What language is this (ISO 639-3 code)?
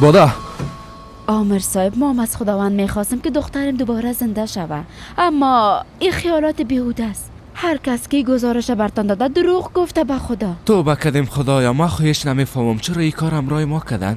fas